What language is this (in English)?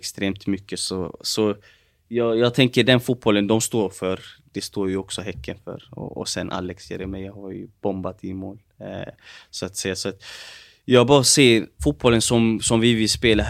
Swedish